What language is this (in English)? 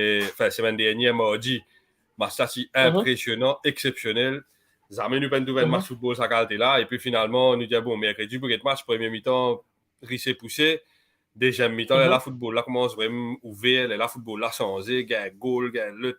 Morisyen